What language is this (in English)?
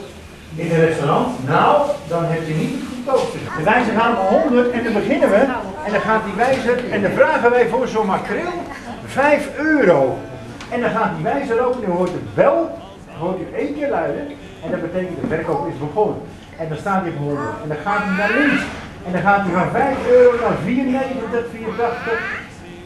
Dutch